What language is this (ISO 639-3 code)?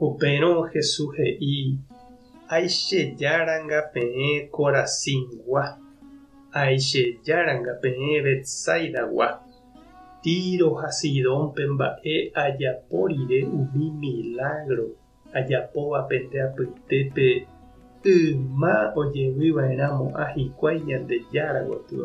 grn